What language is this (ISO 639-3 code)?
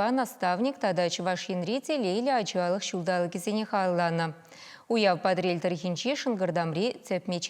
chv